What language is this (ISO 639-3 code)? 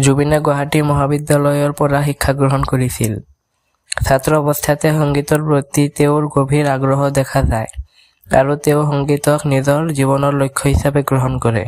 asm